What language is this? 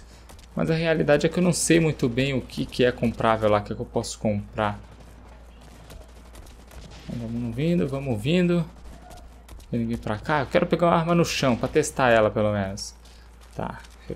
Portuguese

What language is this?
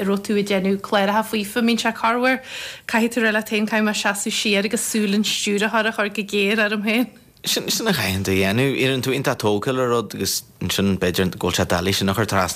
Irish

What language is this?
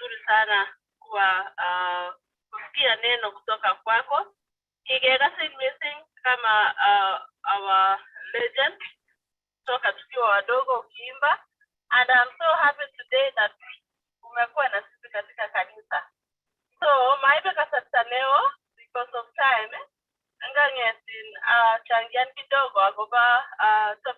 Kalenjin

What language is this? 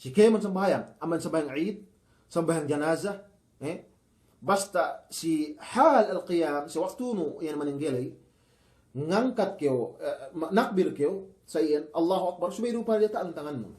Yakan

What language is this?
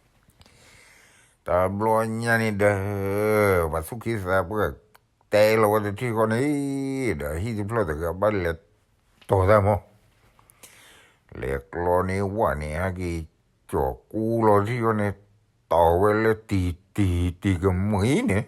S'gaw Karen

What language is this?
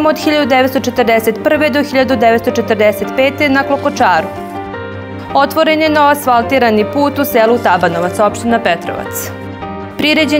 Serbian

